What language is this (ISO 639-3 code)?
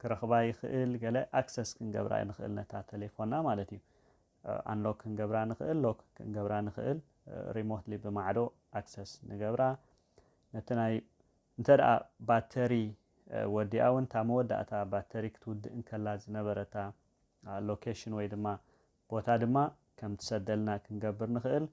tir